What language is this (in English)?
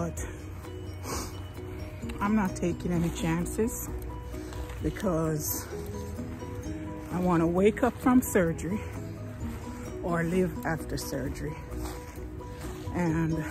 English